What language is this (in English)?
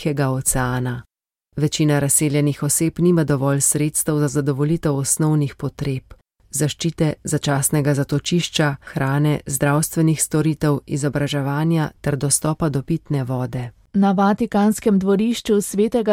Slovenian